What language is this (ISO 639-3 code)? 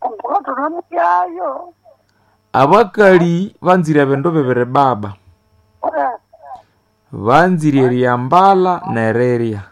nnb